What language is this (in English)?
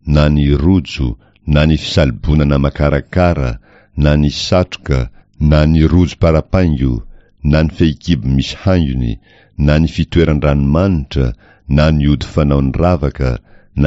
Malagasy